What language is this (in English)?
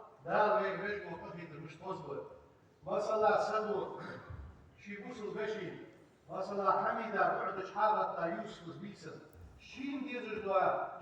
Ingush